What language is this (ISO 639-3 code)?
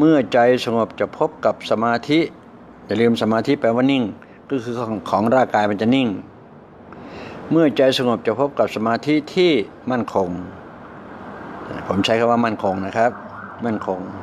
tha